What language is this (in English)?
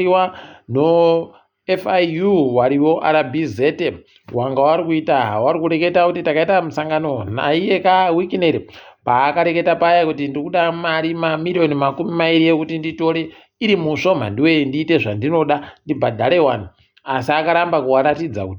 Ndau